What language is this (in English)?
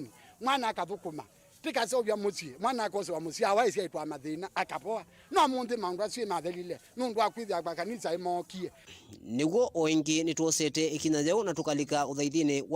Kamba